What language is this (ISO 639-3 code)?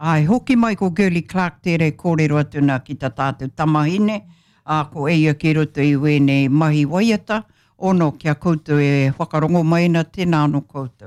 mri